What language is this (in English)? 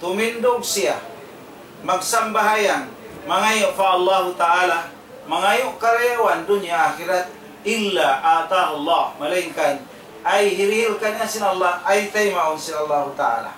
Tausug